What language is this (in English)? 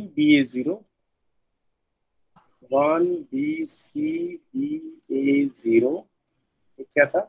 Hindi